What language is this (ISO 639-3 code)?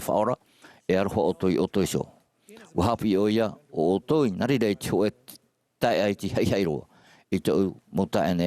tah